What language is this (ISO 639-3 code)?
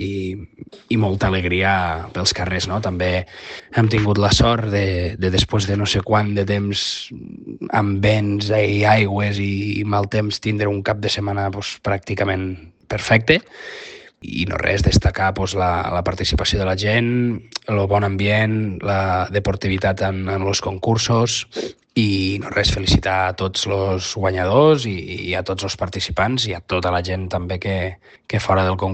cat